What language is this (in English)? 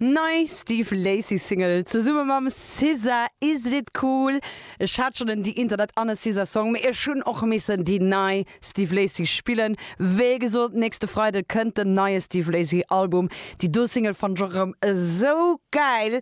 Luxembourgish